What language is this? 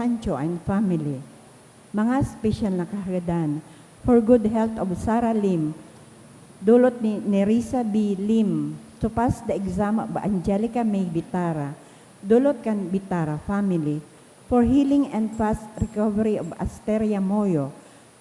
Bikol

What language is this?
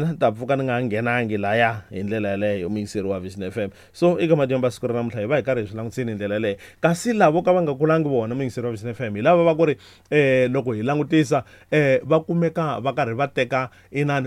Tsonga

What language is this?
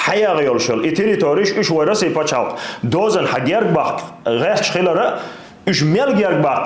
Chechen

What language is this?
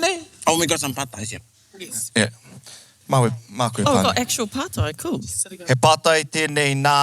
Māori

